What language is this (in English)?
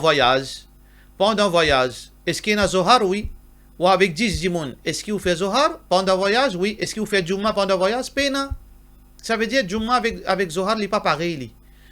Morisyen